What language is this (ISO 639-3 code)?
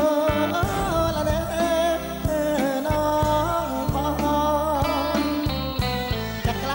tha